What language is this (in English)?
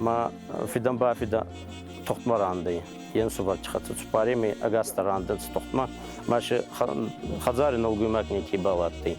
Ossetic